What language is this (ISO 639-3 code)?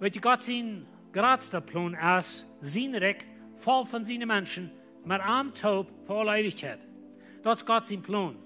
pdt